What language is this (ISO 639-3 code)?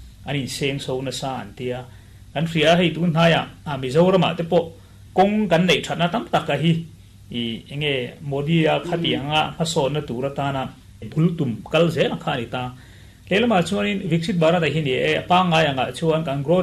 lus